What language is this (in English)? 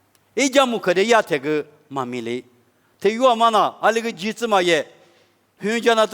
Lisu